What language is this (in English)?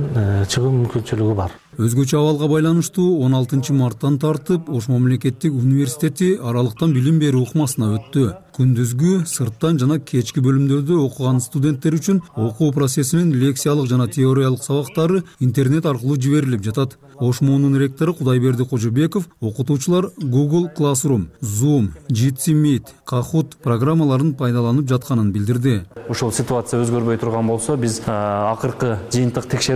Kyrgyz